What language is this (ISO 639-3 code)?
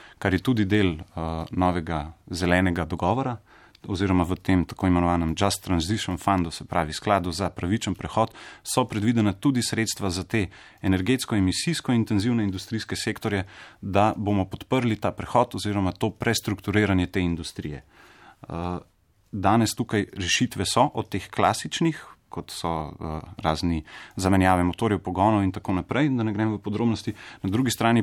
slv